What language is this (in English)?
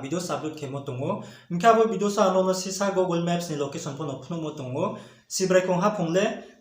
Riang (India)